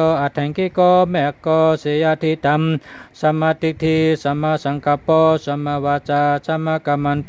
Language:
Shan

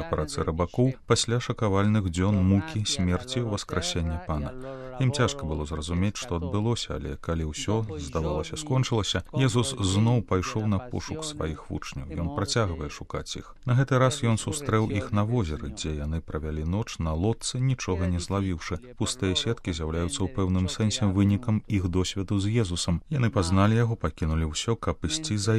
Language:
Belarusian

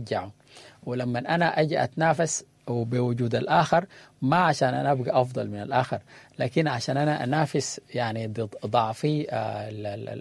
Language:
Sudanese Arabic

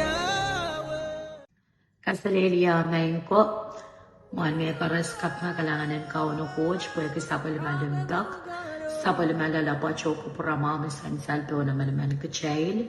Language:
Pohnpeian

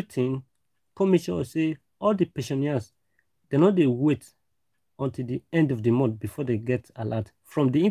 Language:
Nigerian Pidgin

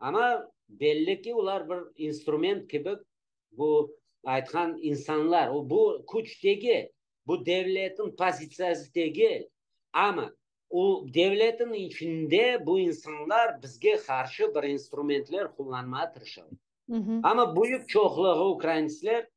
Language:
Crimean Tatar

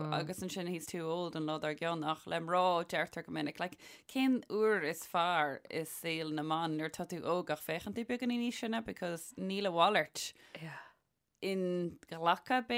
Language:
Irish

